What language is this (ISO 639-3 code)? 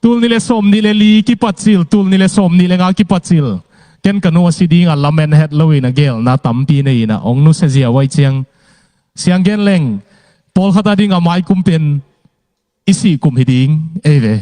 ctd